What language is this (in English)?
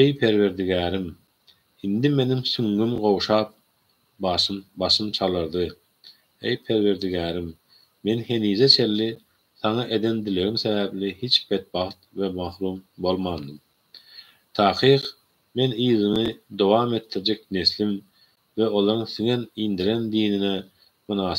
Turkmen